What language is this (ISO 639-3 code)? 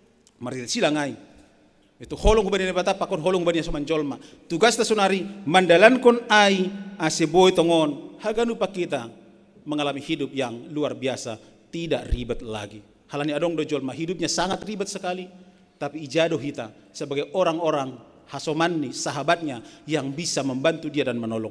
bts